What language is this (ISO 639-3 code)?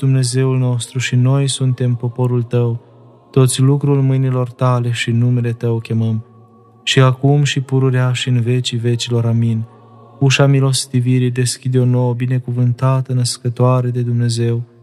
ron